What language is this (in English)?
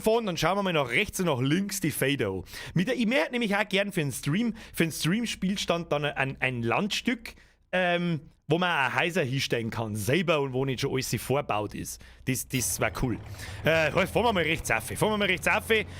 Bavarian